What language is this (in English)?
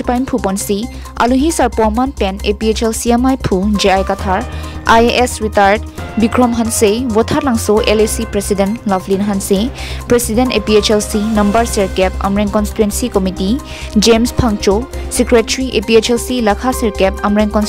Karbi